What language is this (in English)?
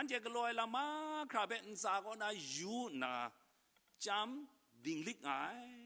Kachin